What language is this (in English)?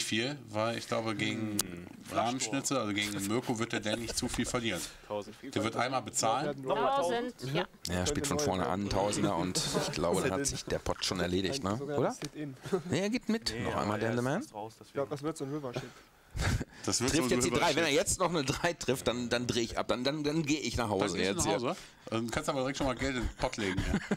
German